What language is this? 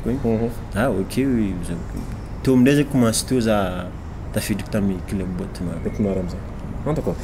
Malagasy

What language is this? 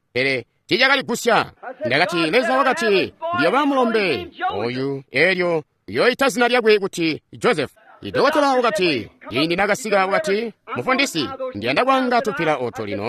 Tonga (Zambia)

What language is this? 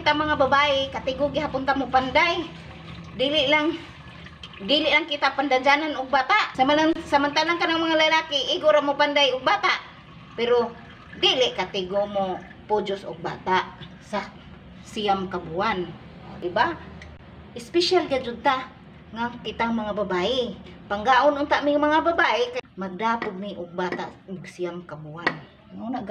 Cebuano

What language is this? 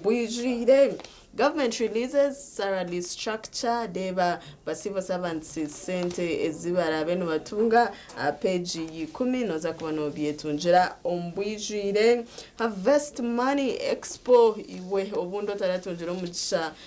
Nyankole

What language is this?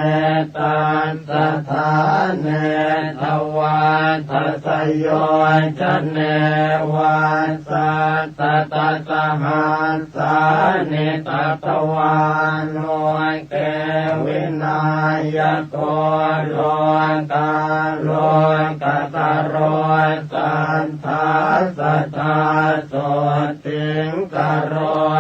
Pali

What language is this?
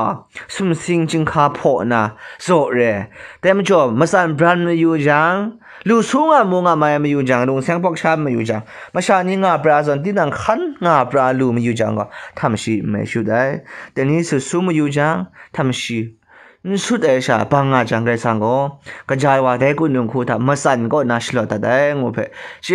Kachin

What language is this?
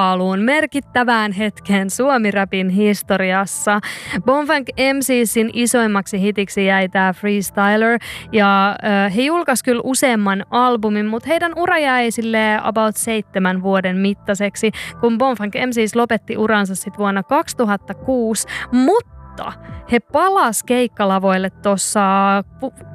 Finnish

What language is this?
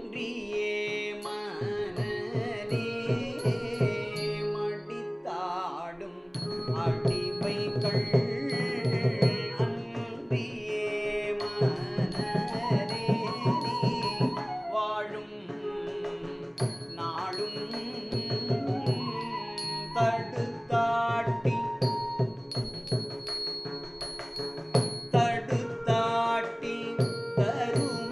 Tamil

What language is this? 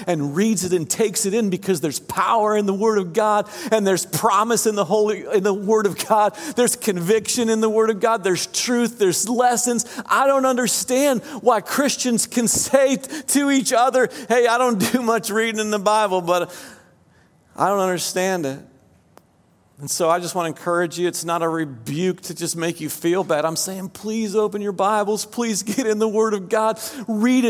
English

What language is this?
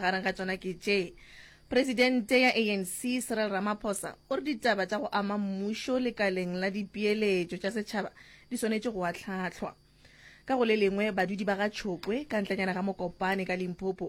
Northern Sotho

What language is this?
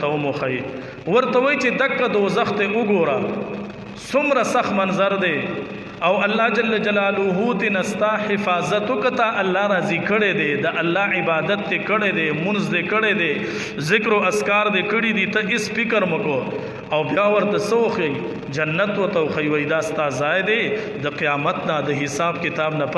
Pashto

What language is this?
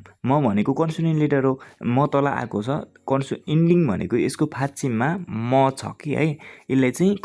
Nepali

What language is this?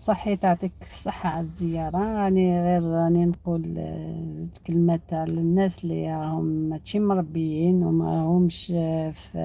Algerian Arabic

